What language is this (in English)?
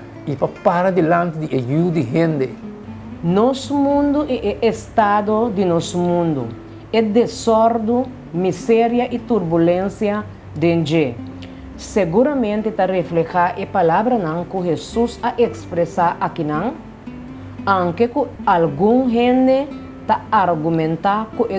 Papiamento